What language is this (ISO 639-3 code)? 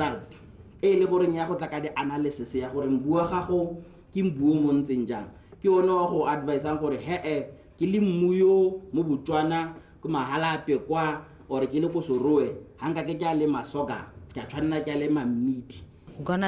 tsn